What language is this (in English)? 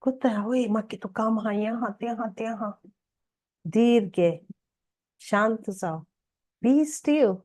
Konkani